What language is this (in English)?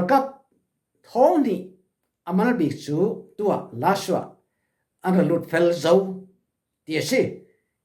Falam Chin